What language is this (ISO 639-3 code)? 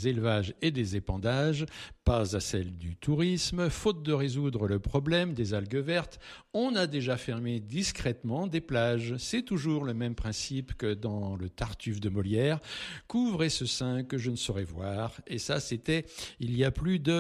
fra